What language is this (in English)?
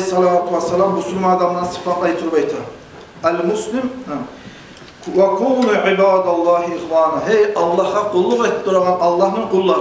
Kumyk